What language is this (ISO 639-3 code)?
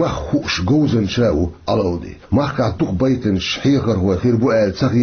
che